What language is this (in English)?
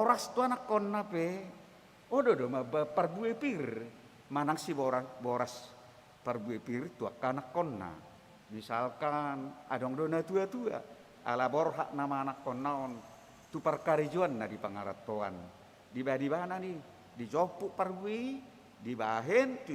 Batak Toba